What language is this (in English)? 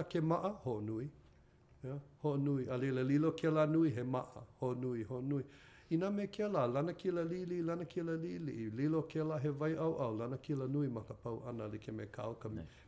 Hawaiian